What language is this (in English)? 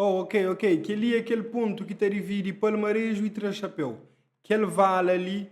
Kabuverdianu